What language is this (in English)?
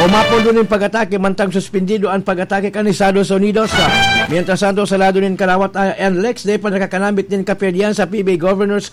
Bikol